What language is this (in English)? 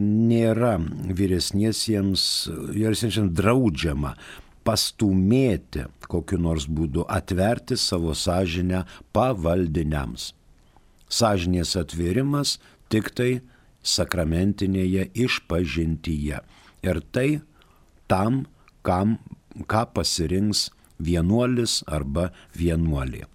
Lithuanian